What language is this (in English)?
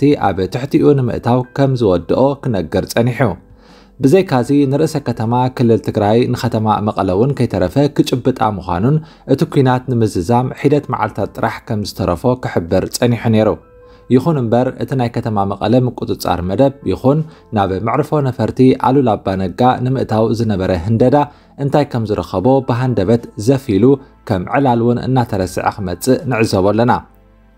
Tigrinya